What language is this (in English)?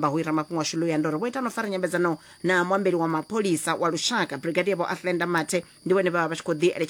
Venda